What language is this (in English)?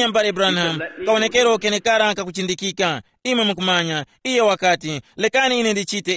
Tumbuka